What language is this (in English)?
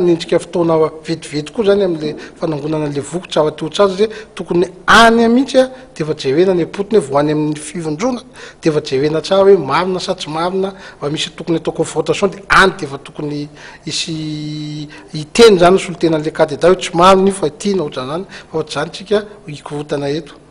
Malagasy